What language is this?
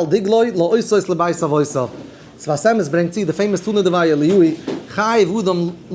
Yiddish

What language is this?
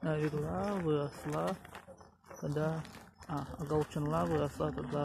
Chuvash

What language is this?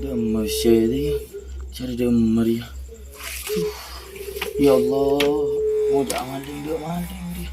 Madurese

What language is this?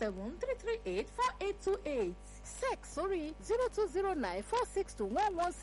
Yoruba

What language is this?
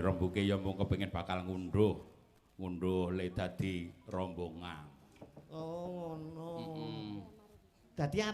Javanese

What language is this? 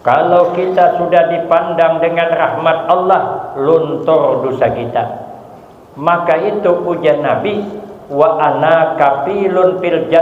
Banjar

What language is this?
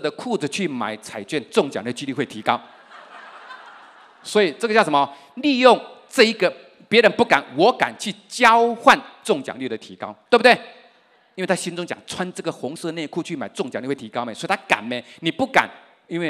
Chinese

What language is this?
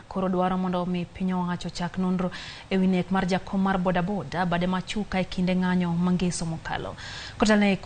Luo (Kenya and Tanzania)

